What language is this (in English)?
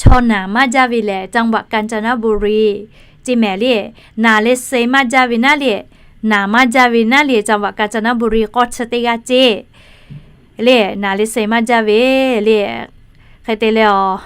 Lahu